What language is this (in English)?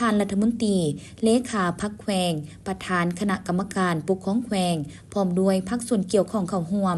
Lao